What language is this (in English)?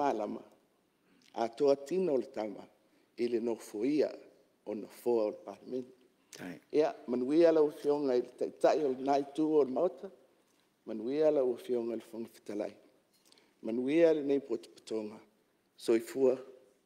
Samoan